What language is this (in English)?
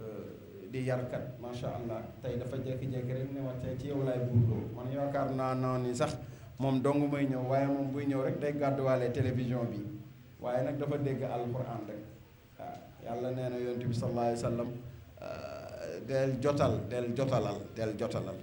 Wolof